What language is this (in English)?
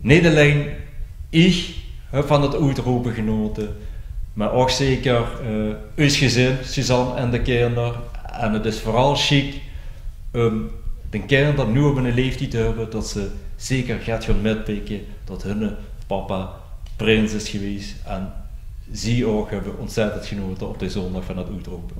Limburgish